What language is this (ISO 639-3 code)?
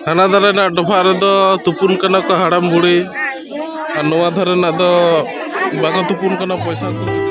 sat